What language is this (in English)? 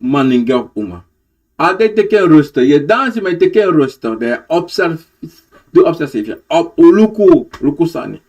Sranan Tongo